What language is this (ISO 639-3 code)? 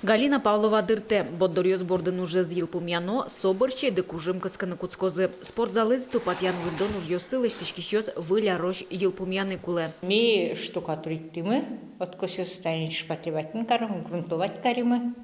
udm